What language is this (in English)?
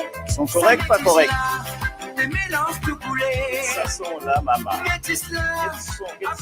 Morisyen